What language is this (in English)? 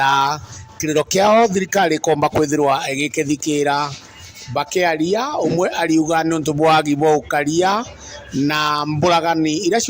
Meru